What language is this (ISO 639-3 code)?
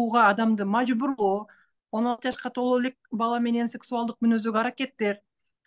kir